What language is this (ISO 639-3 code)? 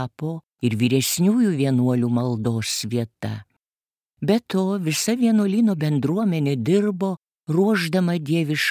lit